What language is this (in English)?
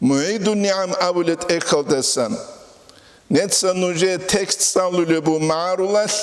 Avaric